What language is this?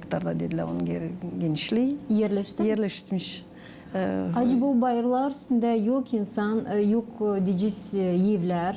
Gagauz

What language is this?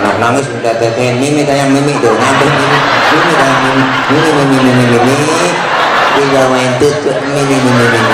Betawi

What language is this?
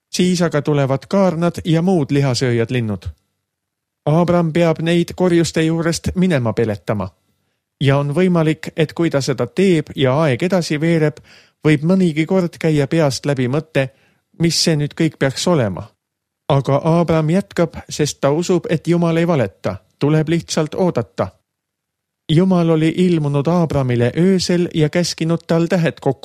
Estonian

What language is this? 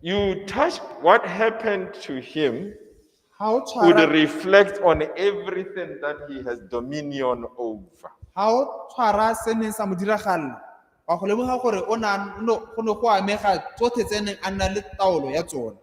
Tswana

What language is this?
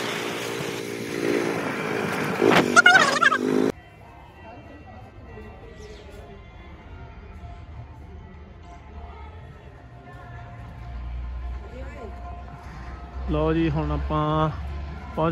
Punjabi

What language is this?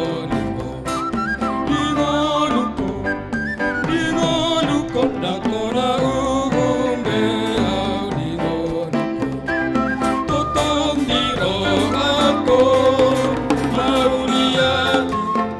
Batak Toba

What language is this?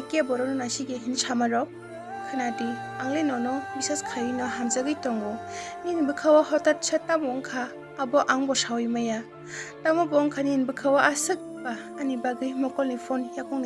Kok Borok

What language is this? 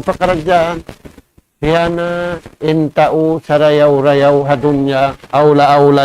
Tausug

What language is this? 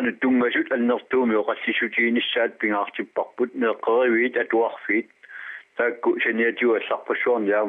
Kalaallisut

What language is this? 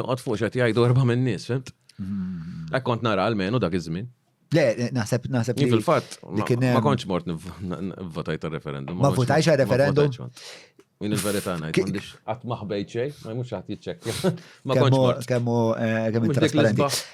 Maltese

